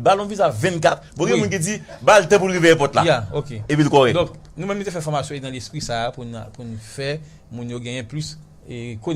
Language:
Haitian Creole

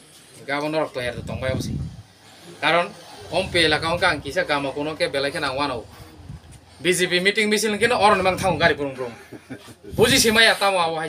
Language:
Kok Borok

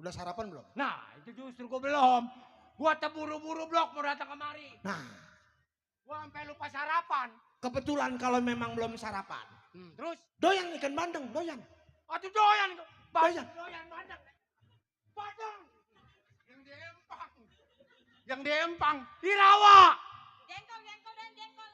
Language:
Betawi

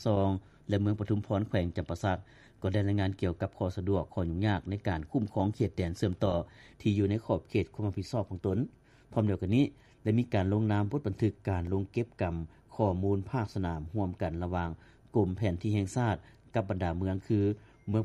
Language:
Lao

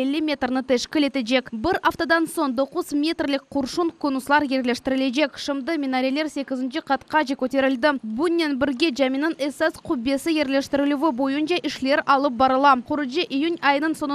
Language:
Crimean Tatar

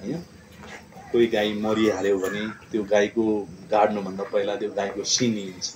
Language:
Nepali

